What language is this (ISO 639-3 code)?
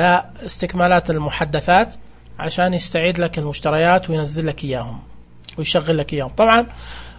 ars